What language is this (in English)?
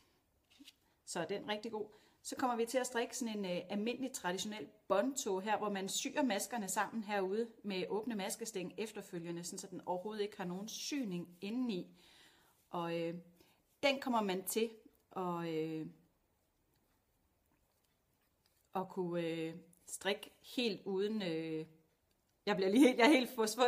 Danish